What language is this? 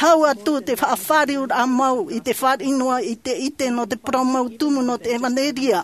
Tahitian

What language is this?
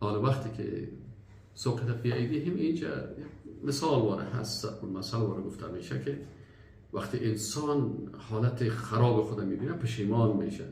Persian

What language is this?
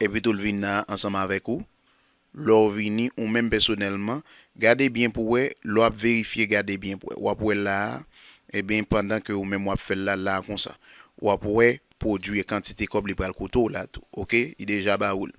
Haitian Creole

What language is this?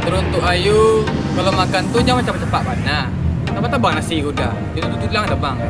Minangkabau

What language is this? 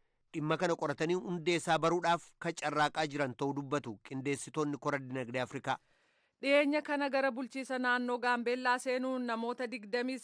Oromo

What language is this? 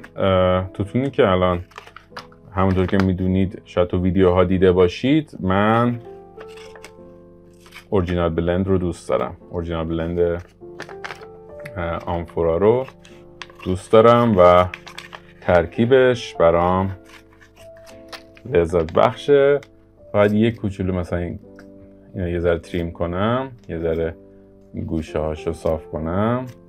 Persian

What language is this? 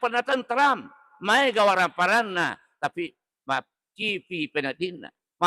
Buginese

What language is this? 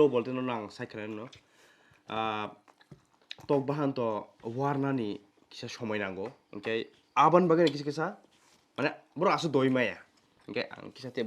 Kok Borok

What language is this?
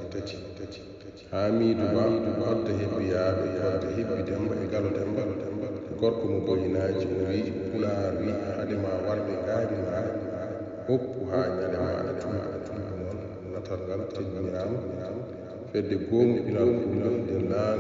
Fula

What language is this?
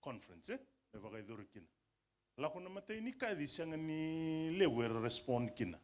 Fijian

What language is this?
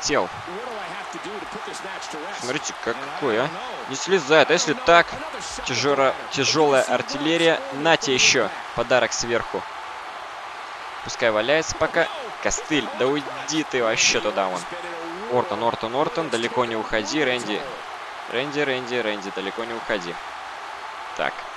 Russian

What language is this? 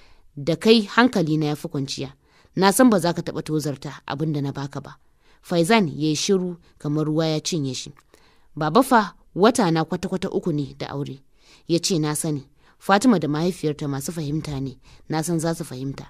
Hausa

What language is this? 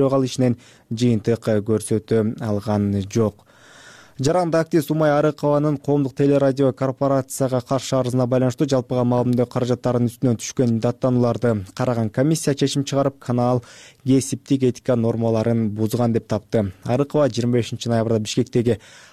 Kyrgyz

